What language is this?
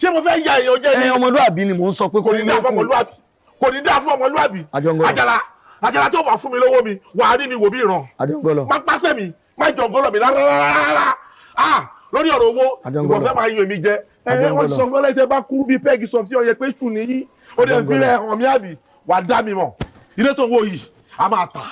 Yoruba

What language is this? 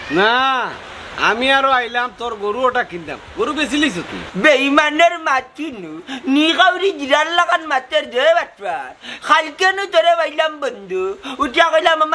Sylheti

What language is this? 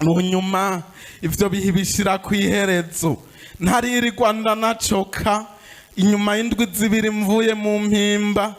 Rundi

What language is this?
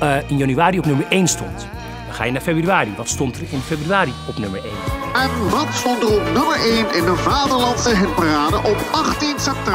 Dutch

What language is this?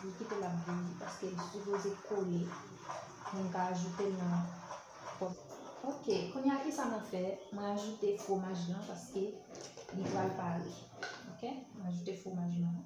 Haitian Creole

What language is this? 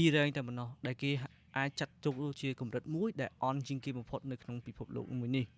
Khmer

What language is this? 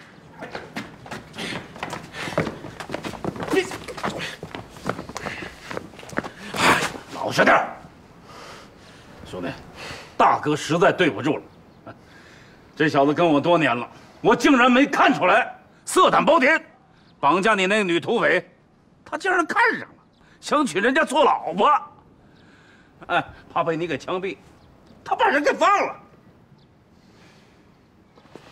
Chinese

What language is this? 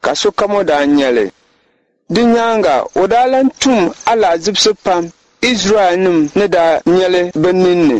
Dagbani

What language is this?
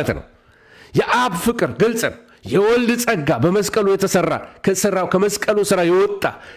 Amharic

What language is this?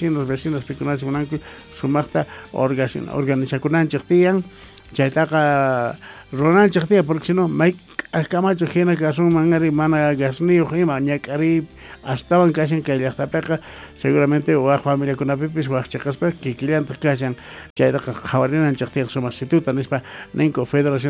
Quechua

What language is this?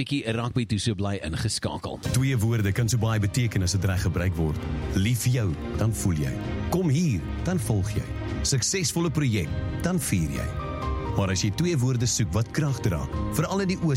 Afrikaans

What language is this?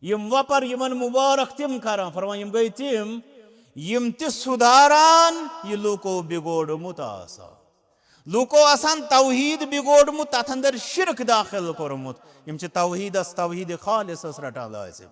Kashmiri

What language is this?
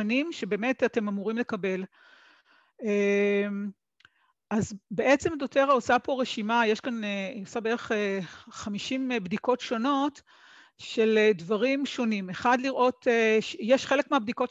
Hebrew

